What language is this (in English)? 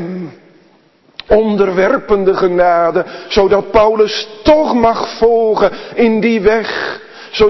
Dutch